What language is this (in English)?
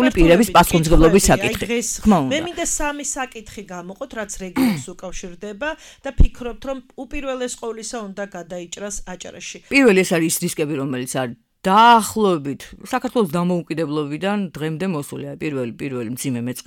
Georgian